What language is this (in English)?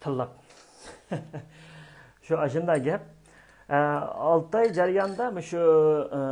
Uyghur